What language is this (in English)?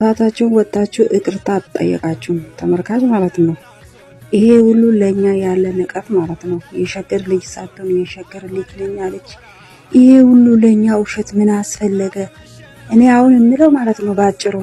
Amharic